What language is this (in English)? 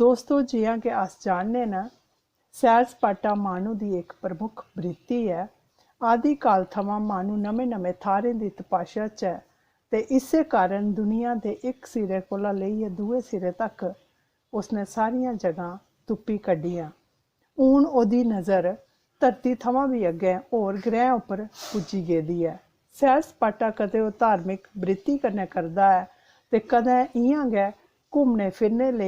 Dogri